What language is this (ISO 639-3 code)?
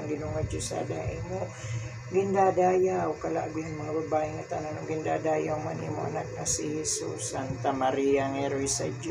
war